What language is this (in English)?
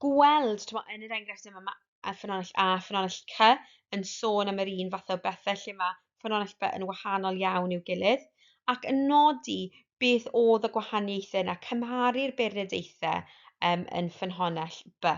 Welsh